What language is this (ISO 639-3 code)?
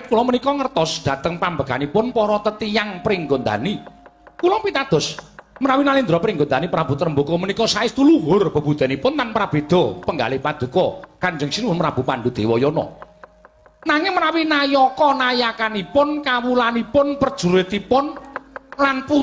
jav